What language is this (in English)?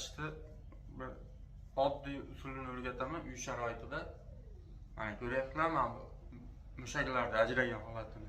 Uzbek